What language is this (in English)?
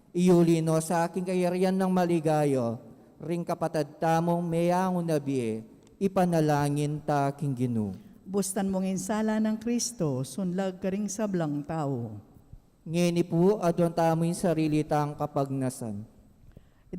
Pampanga